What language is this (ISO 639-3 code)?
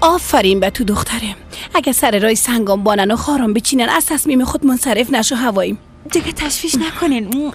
fas